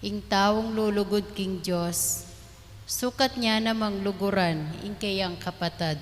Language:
Pampanga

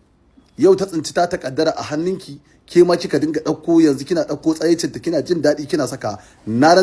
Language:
Hausa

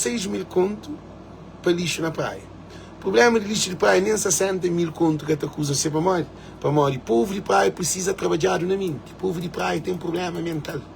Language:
Kabuverdianu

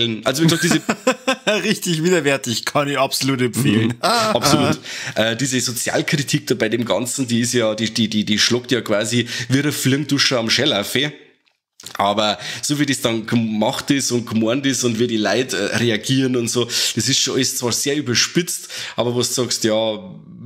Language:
Bavarian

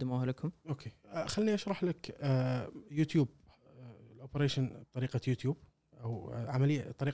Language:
Gulf Arabic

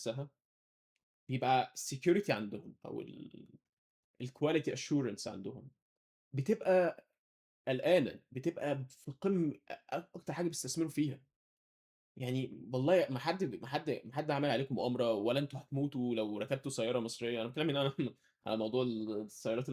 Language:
Egyptian Arabic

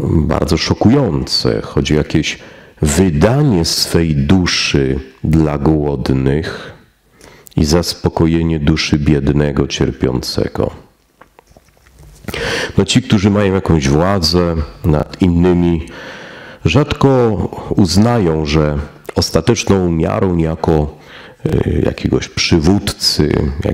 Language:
Polish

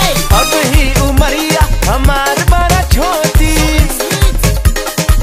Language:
Bhojpuri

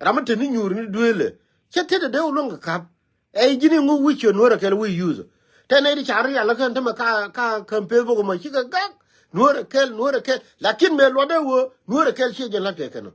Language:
Nuer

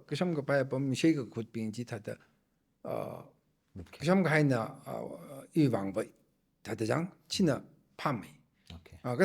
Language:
Tangkhul Naga (India)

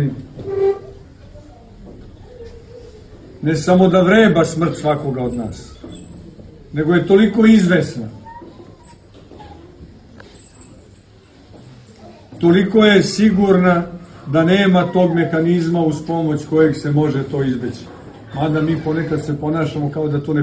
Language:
Serbian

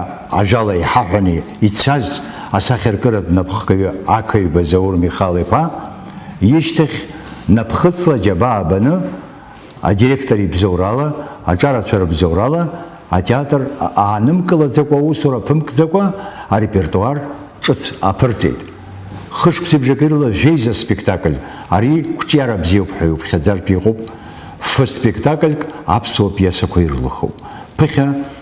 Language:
Abkhazian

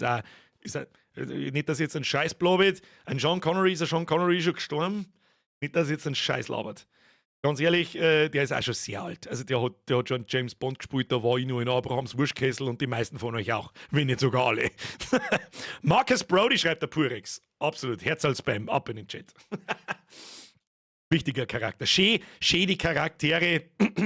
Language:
Bavarian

